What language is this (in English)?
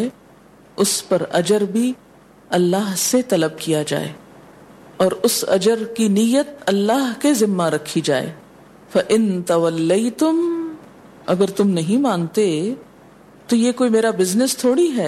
Urdu